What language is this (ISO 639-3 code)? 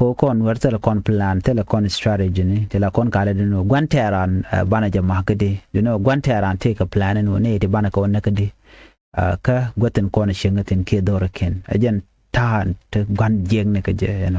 nus